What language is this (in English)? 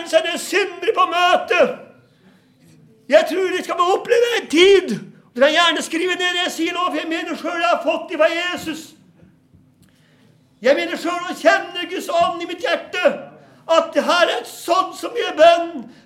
Norwegian